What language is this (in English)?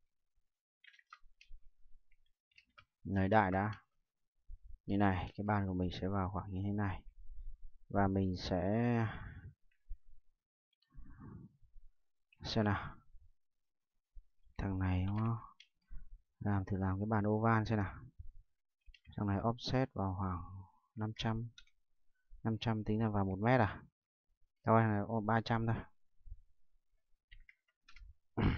Vietnamese